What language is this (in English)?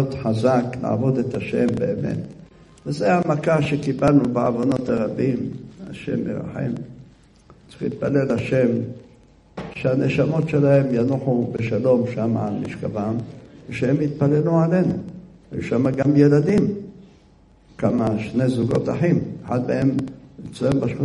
Hebrew